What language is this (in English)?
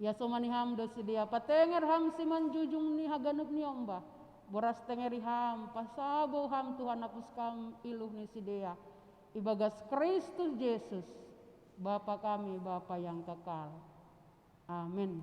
Batak Simalungun